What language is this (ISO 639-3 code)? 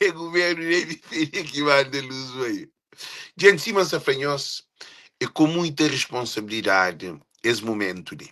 kea